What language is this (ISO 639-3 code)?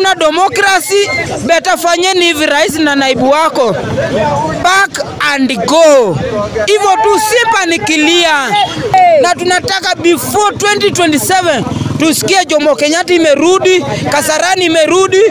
swa